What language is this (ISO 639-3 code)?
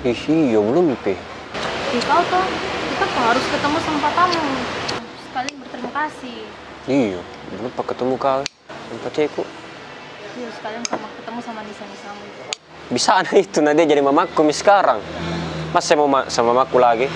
mfp